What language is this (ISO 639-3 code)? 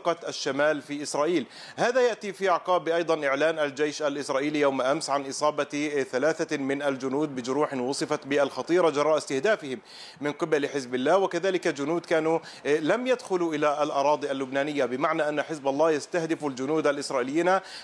ara